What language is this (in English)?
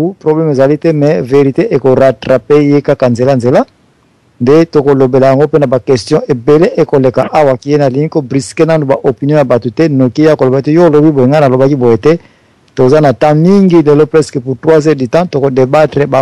Lingala